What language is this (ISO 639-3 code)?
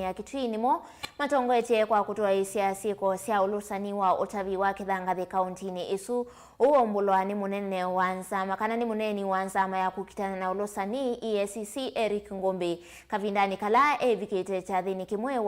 kam